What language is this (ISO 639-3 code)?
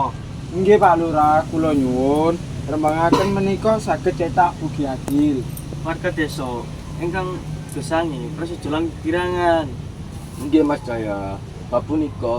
jav